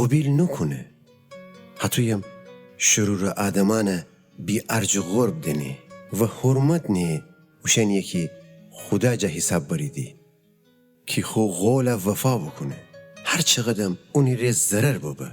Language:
Gilaki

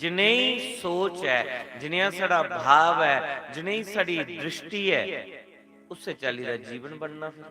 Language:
Dogri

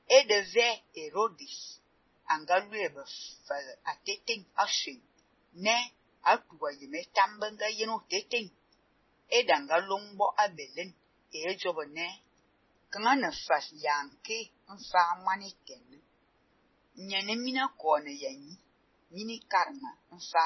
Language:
Fang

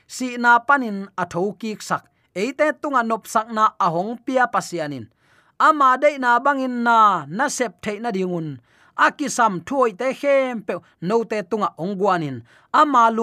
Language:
Tedim Chin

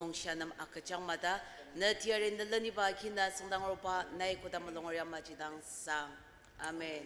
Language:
Ao Naga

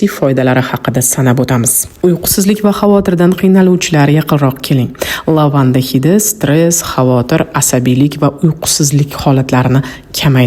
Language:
Uzbek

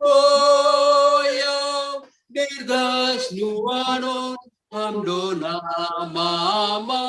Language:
Batak Simalungun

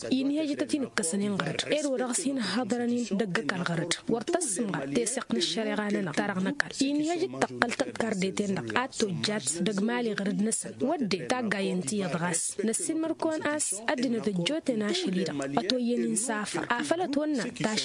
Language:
Tamasheq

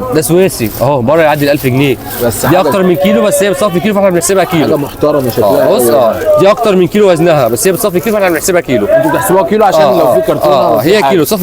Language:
Egyptian Arabic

